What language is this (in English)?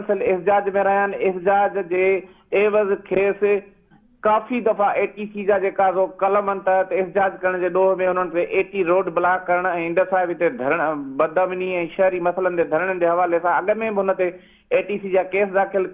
Sindhi